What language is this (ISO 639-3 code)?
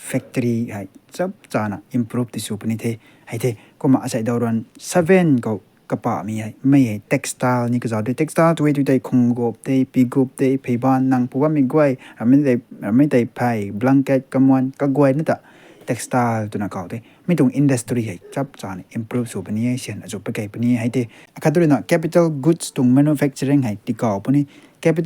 nbu